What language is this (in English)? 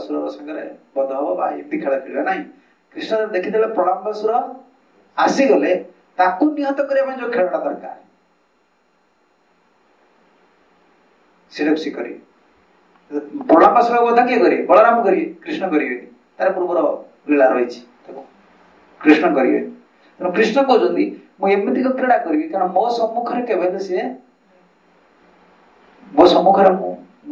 Odia